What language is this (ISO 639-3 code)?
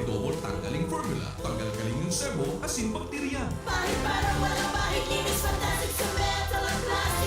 bik